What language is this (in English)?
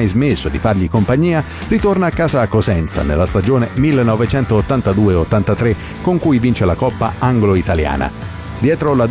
Italian